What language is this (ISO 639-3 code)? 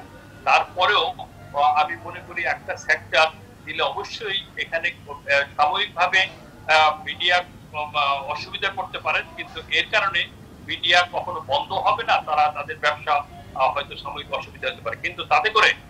ben